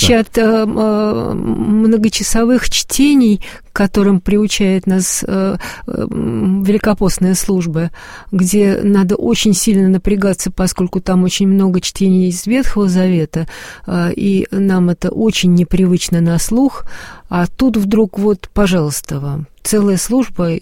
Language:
Russian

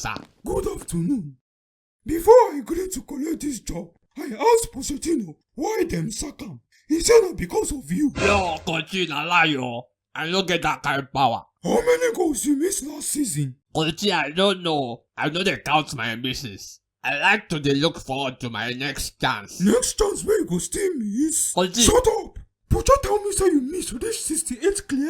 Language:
Nigerian Pidgin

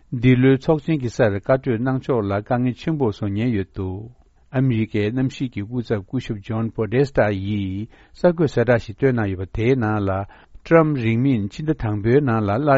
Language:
Tibetan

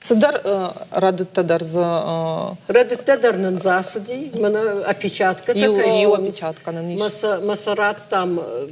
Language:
Ossetic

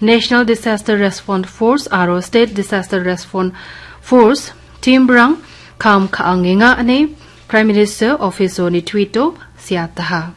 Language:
Garo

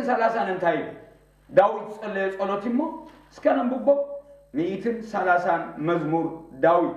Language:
Tigrinya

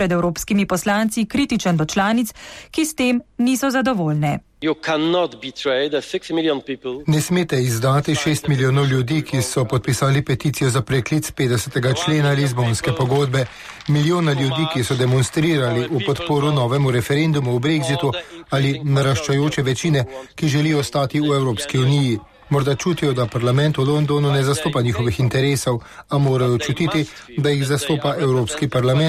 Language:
Slovenian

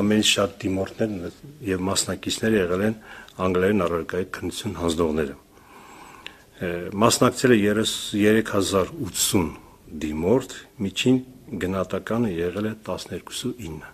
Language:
Armenian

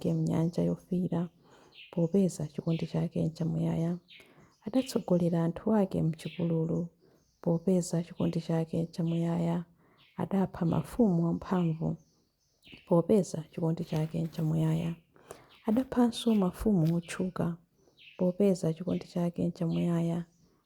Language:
Nyanja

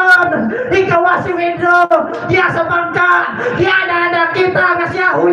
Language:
Cebuano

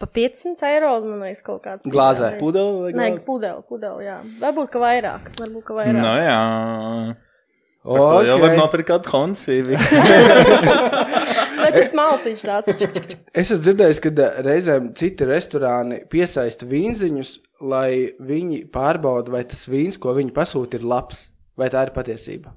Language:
Latvian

